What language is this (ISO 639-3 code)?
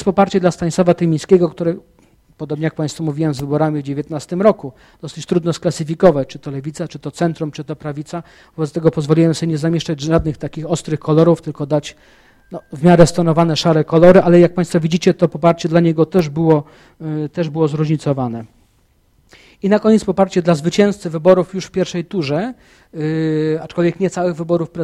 pol